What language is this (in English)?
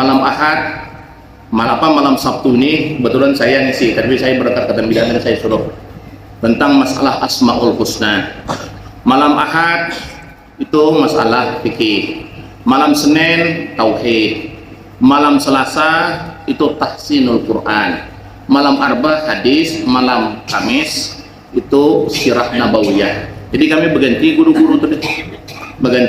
Banjar